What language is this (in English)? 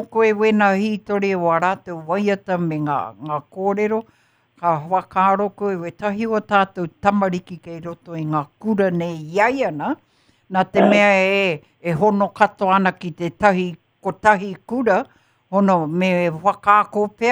Māori